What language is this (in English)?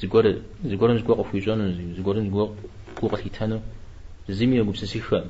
Kabardian